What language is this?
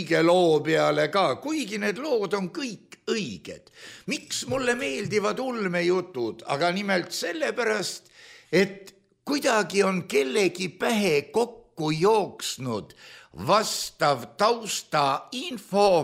Estonian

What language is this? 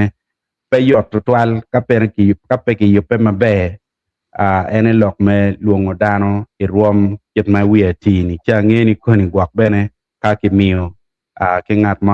Acoli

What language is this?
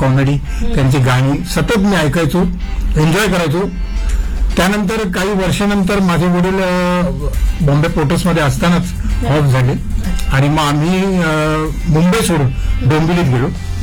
Marathi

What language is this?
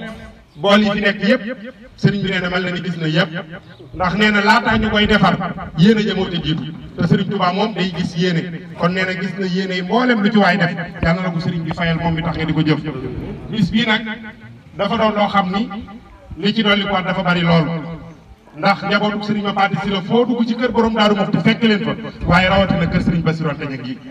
Wolof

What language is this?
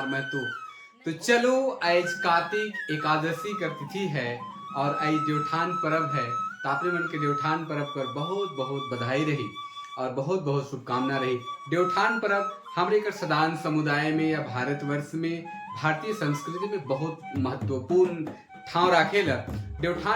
Sadri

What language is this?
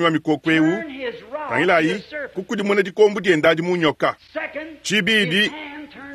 Luba-Lulua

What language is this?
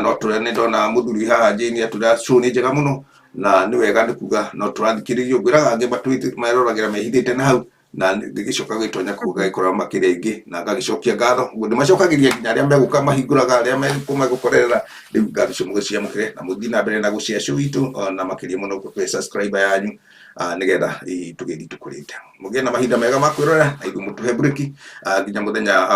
Kikuyu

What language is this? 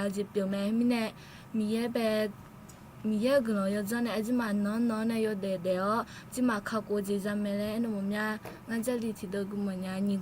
Akha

